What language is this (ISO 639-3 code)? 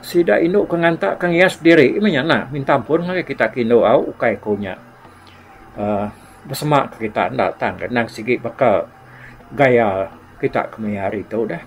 iba